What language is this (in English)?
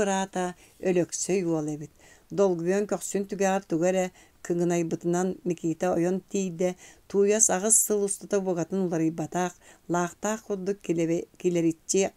Yakut